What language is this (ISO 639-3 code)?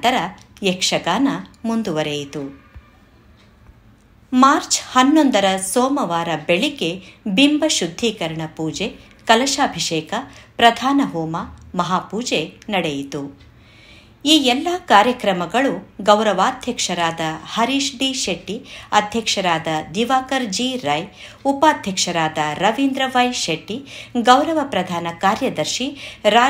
kan